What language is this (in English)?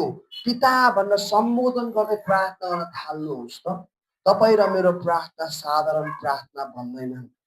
Nepali